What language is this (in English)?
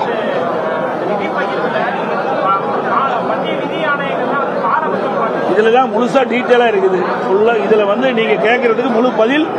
Tamil